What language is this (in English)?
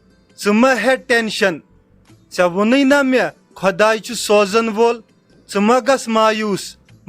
Kashmiri